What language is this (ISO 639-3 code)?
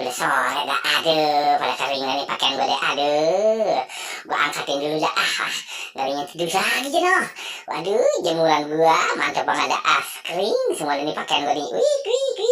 bew